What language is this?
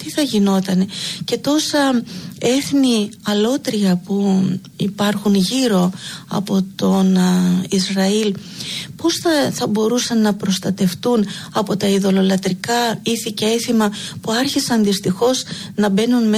Greek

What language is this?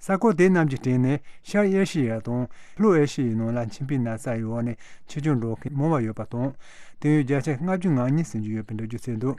Tibetan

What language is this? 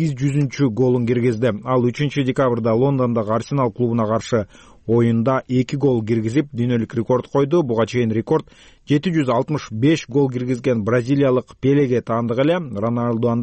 Kyrgyz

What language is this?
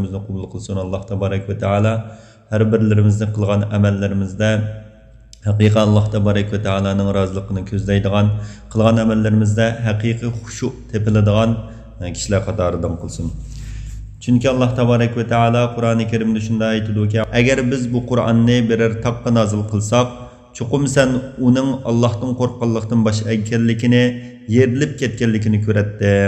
Uyghur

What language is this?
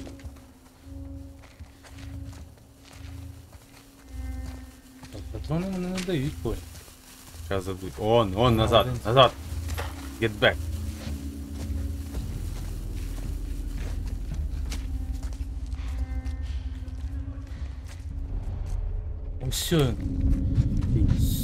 Ukrainian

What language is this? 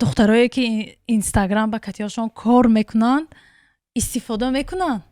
Tajik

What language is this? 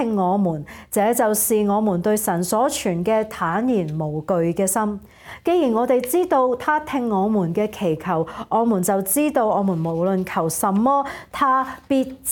Cantonese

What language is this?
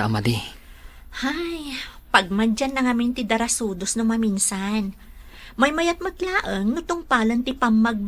Iloko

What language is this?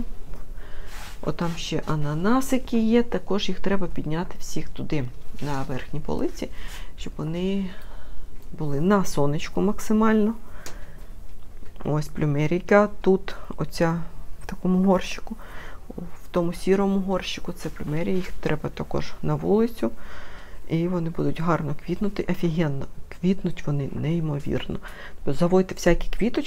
Ukrainian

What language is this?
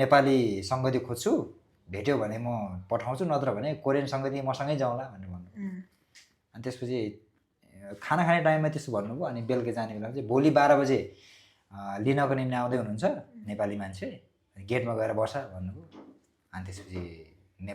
Nepali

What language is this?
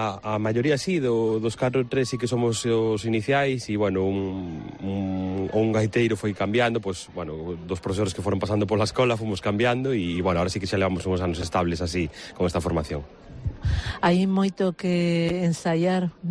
Galician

